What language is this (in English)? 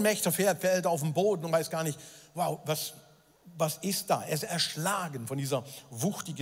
Swiss German